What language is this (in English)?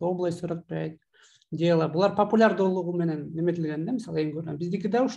Kyrgyz